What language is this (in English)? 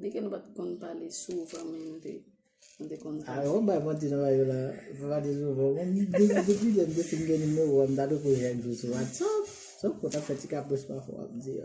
Haitian Creole